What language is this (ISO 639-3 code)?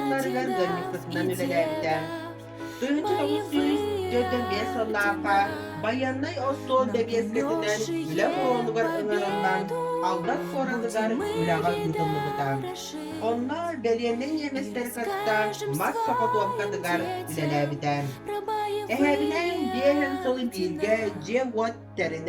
sah